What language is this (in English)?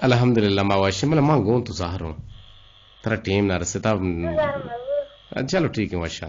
Eastern Balochi